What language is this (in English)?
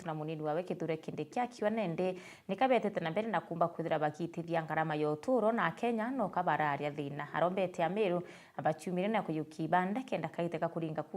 Meru